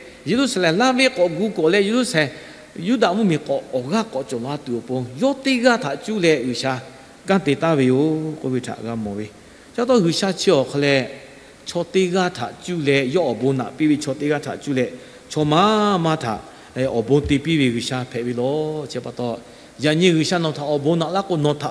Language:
Lahu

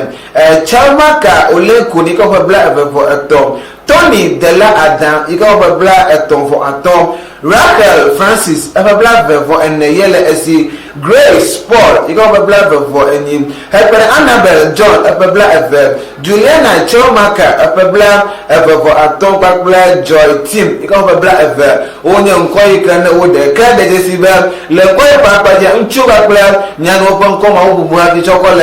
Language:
Ewe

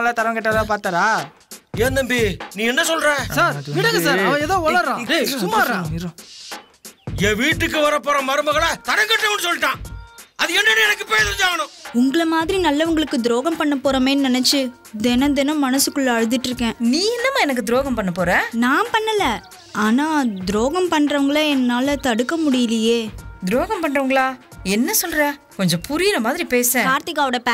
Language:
Tamil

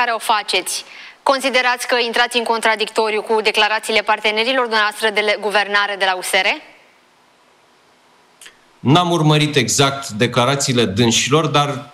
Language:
Romanian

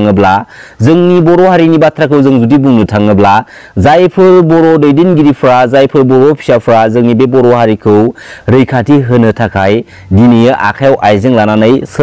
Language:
Bodo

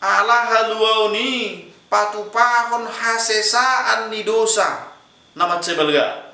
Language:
Batak Toba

